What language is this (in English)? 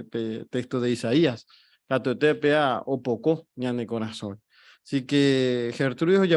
Guarani